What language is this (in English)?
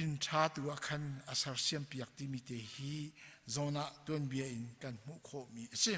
Hakha Chin